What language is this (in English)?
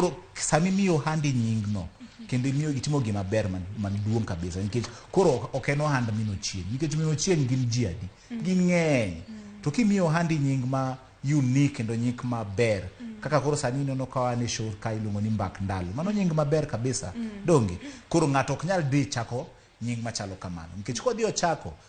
Luo (Kenya and Tanzania)